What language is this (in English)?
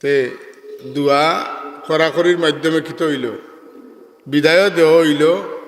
Sylheti